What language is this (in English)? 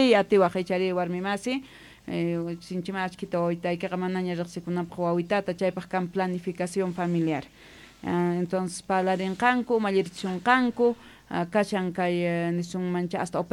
South Bolivian Quechua